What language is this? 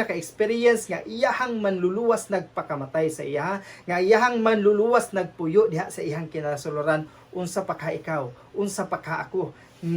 Cebuano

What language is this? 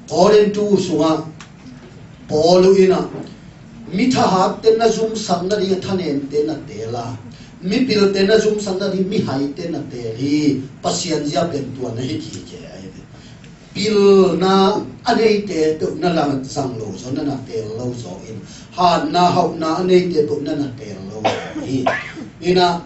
Tedim Chin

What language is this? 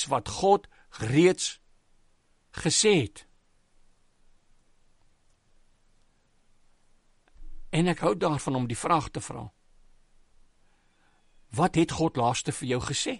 Afrikaans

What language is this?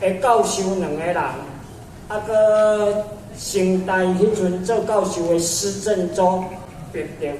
Min Nan Chinese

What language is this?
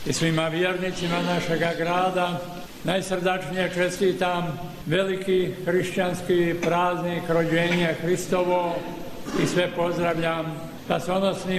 Croatian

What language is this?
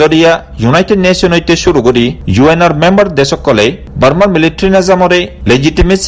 Rohingya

